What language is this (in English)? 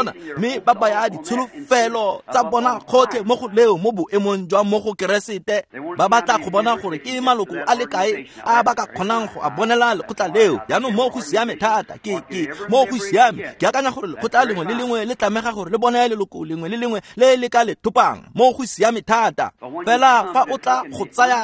Tswana